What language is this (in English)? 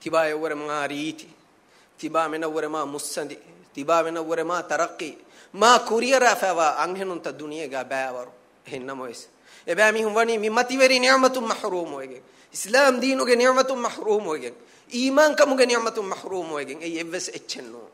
Divehi